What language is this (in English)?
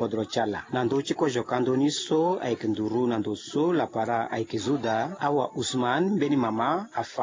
Sango